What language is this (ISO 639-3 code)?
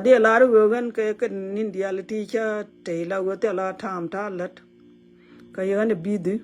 nus